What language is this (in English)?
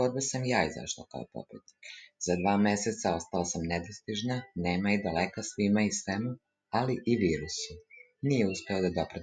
Serbian